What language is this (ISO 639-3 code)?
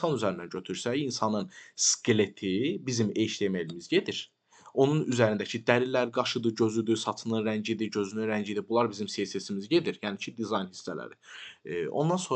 aze